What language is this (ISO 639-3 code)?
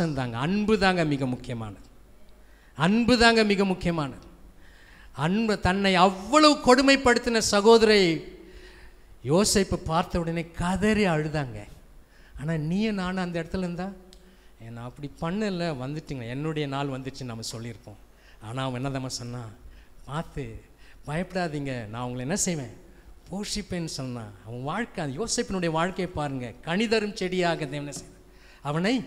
tam